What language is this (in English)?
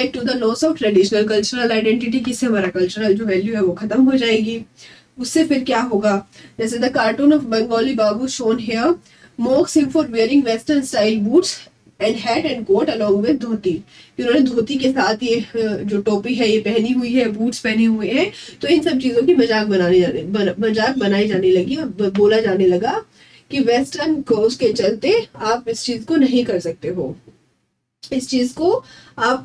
Hindi